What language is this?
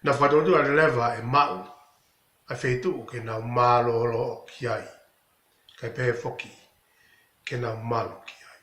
Tongan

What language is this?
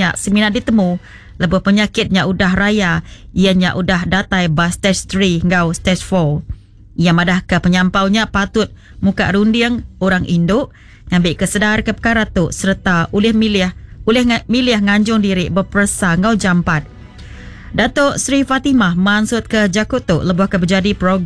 Iban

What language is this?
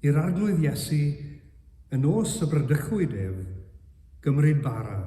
Welsh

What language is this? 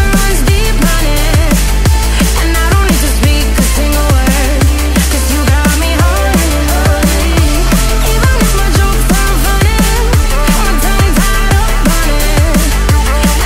English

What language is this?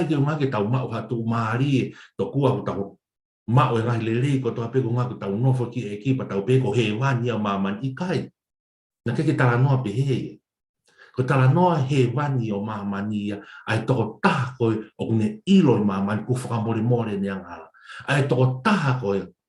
Tongan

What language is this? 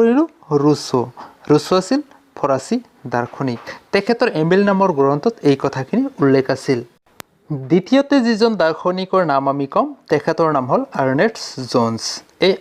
Assamese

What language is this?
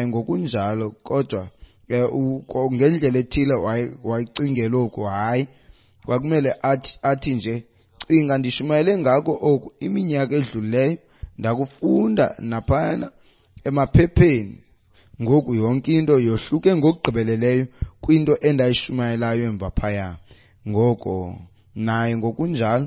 Xhosa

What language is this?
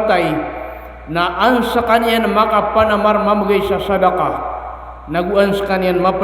Maranao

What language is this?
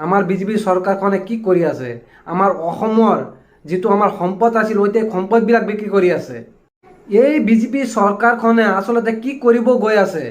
Assamese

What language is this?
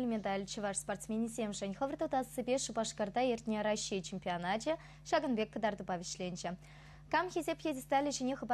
Chuvash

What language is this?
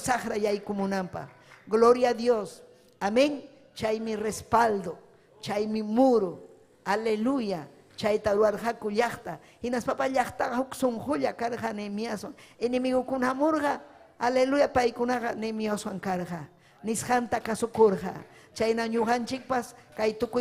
Ayacucho Quechua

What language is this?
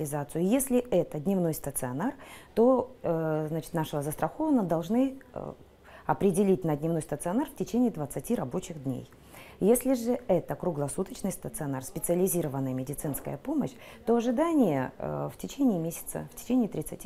Russian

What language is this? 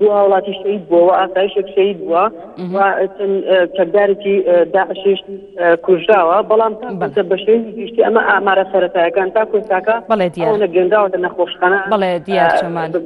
Central Kurdish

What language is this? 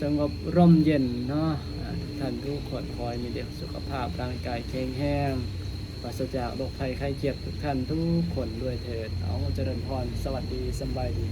Lao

